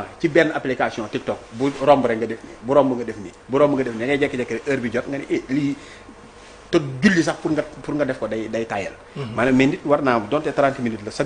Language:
Wolof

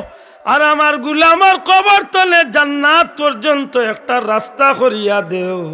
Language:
Sylheti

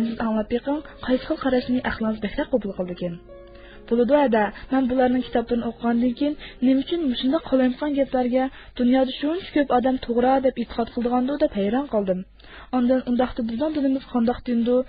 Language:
Uyghur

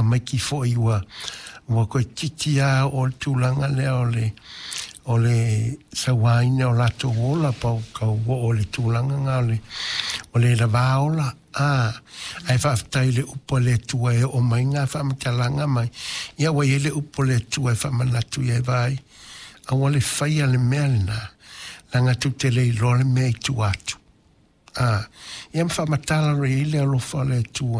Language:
Samoan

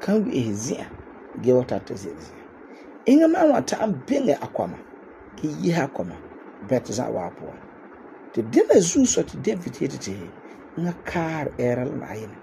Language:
Frafra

